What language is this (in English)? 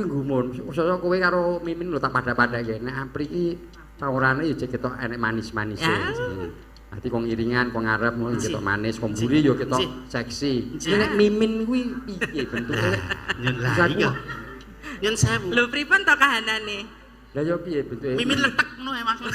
Javanese